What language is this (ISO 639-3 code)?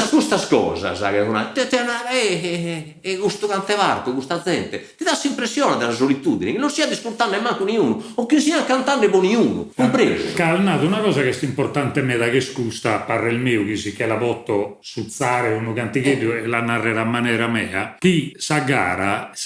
srd